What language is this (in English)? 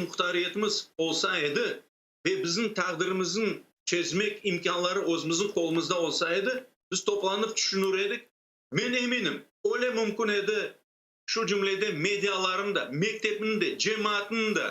Crimean Tatar